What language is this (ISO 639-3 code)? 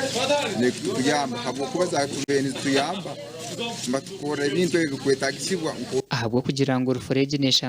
nyn